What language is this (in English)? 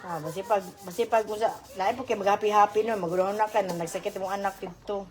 Cebuano